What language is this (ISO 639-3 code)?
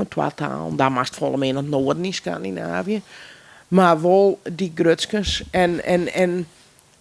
fry